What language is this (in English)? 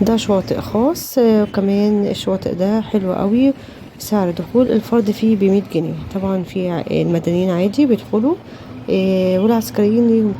Egyptian Arabic